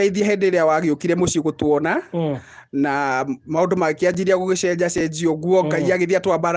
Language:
Kikuyu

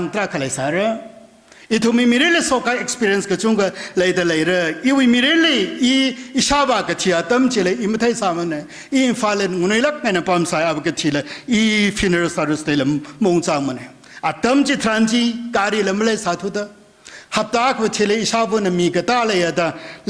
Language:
Tangkhul Naga (India)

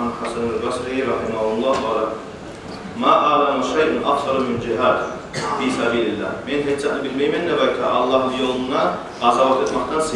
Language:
Kumyk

